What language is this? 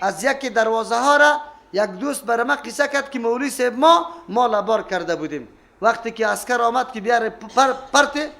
Persian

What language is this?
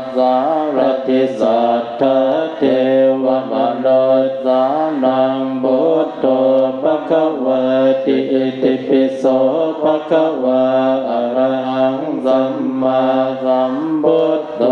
Pali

